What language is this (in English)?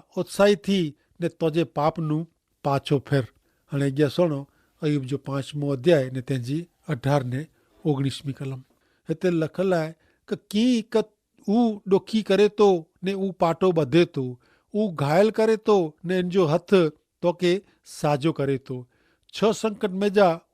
Kachhi